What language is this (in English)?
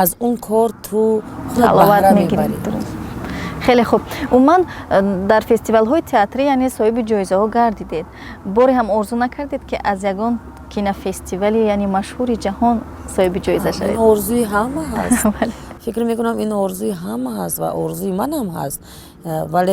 Tajik